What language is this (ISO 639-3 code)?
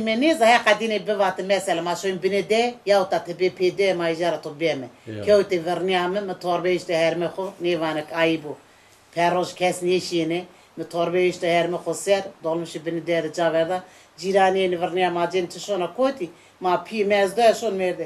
zza